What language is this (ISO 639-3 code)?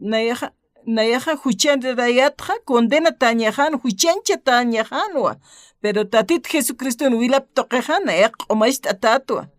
aym